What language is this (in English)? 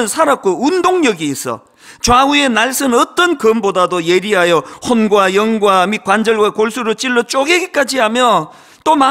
Korean